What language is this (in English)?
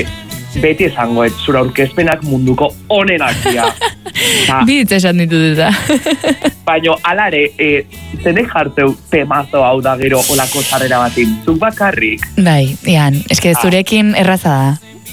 Basque